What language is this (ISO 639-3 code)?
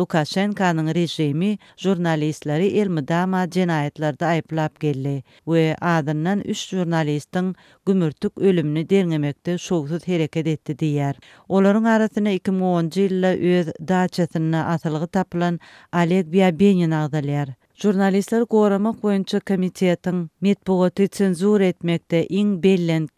tuk